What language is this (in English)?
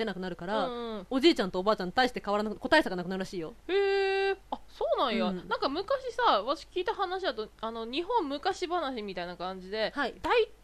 Japanese